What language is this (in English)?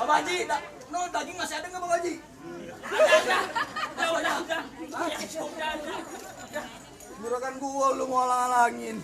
Betawi